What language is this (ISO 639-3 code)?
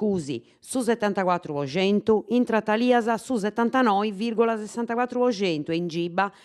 srd